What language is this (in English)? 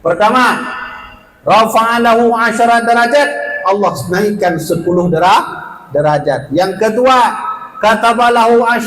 Achinese